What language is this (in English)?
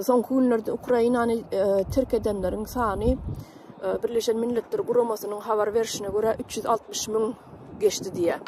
Turkmen